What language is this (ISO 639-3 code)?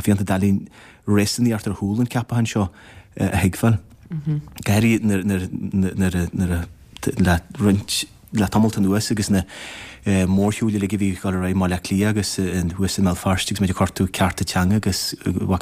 gle